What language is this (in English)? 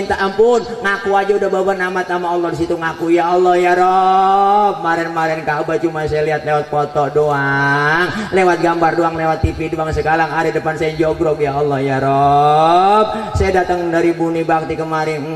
Betawi